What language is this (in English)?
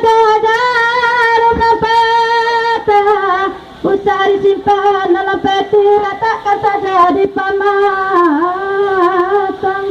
Minangkabau